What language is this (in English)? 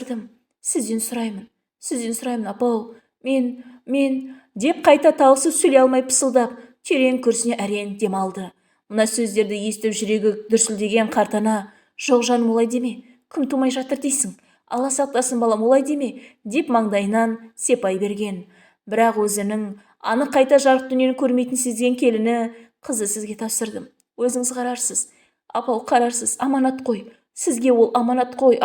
Kazakh